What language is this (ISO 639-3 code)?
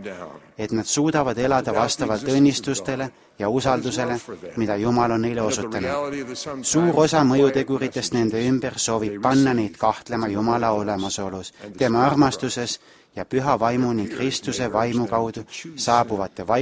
est